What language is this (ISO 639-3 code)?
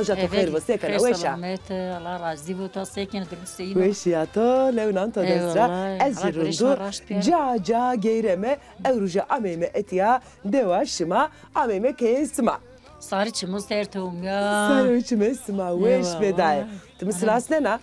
zza